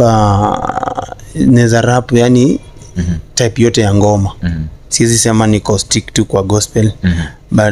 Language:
Swahili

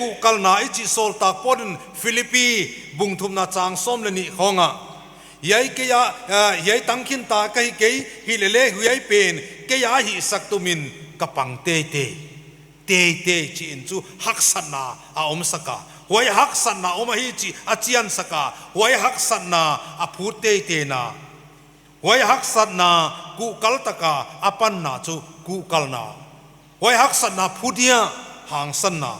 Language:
Paite Chin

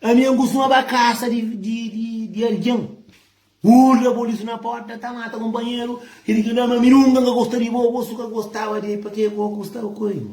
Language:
Kabuverdianu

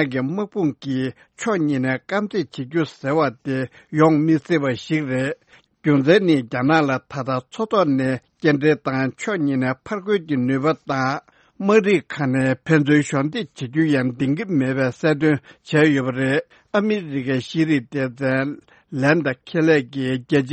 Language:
Tibetan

